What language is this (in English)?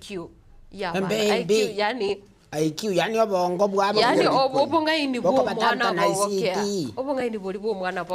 Gusii